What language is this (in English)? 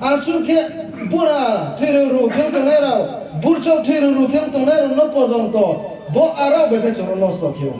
Riang (India)